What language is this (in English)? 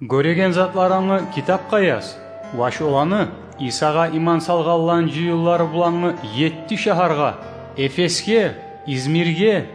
Kumyk